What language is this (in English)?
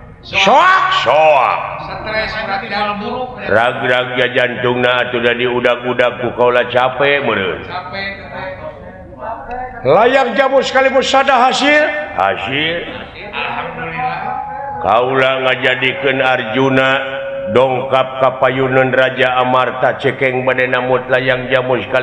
Sundanese